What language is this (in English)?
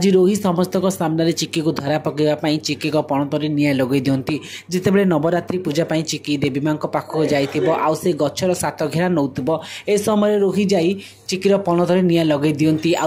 Odia